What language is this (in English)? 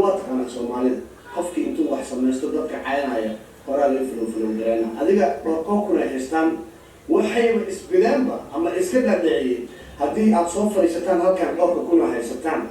Somali